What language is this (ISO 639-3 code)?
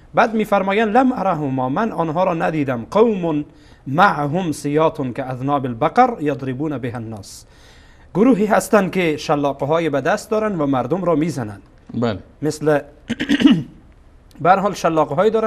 fas